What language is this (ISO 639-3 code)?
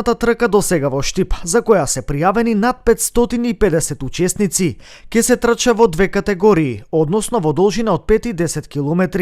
mkd